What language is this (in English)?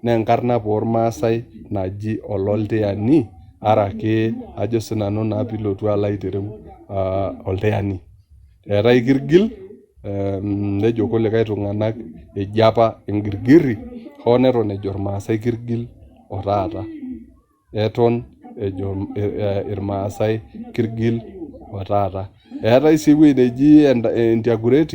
Masai